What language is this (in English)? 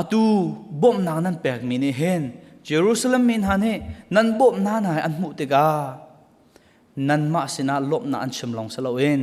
Hakha Chin